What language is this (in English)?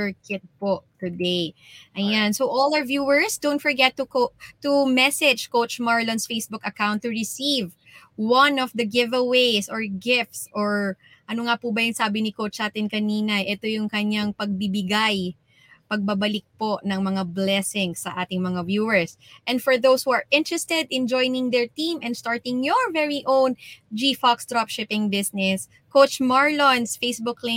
Filipino